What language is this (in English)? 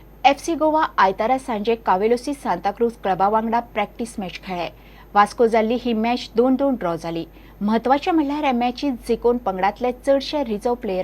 Konkani